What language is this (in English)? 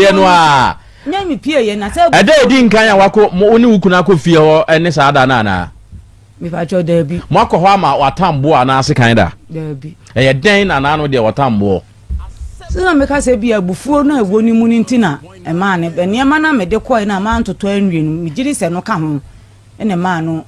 Akan